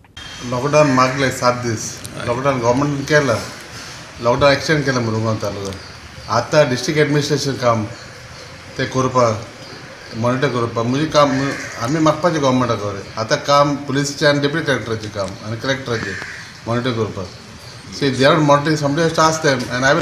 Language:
Konkani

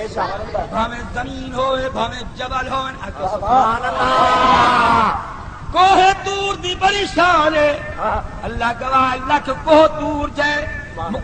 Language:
Saraiki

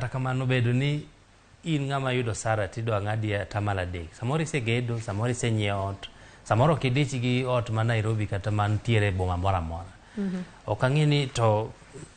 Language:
Luo (Kenya and Tanzania)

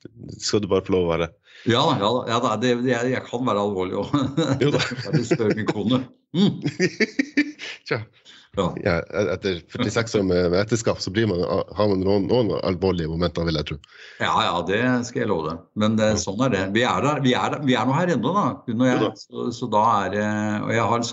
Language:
Norwegian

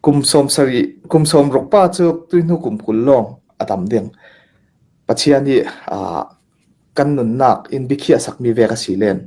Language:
Hakha Chin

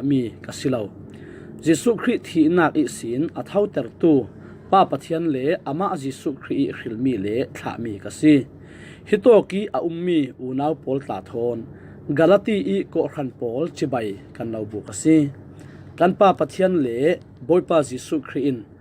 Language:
Falam Chin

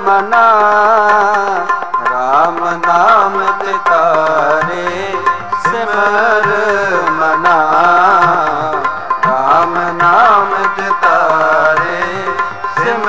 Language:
Punjabi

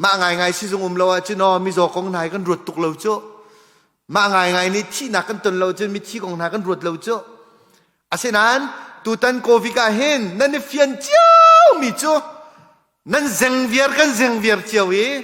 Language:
Hakha Chin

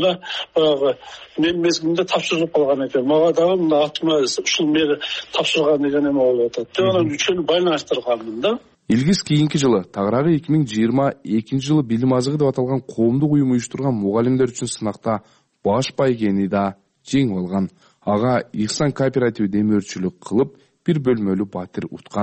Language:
Kyrgyz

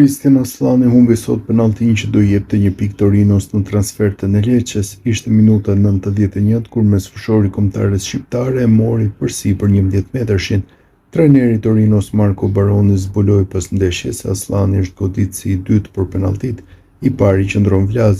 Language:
Albanian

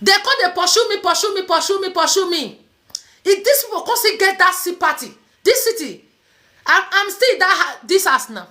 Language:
Nigerian Pidgin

